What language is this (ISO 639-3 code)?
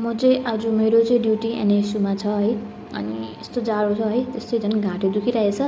nep